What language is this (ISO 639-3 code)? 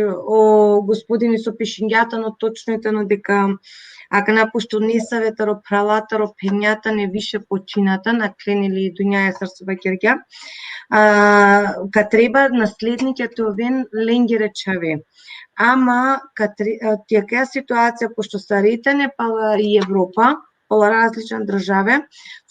rmn